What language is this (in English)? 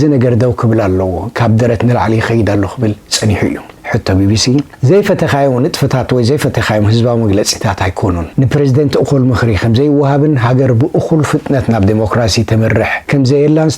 Tigrinya